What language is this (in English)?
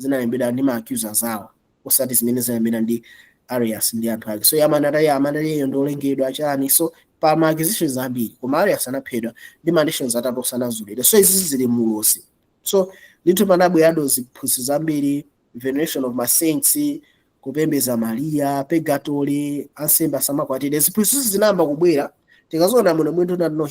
Nyanja